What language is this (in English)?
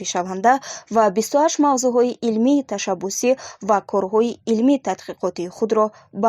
Tajik